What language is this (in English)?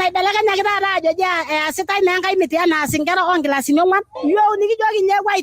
Masai